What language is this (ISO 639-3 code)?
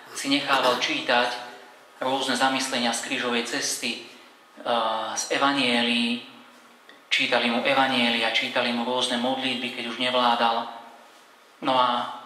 slk